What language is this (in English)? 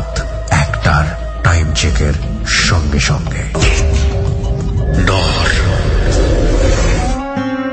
Bangla